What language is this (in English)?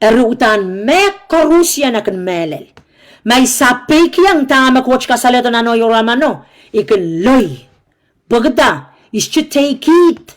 Pohnpeian